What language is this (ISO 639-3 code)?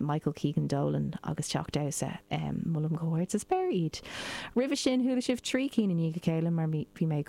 gle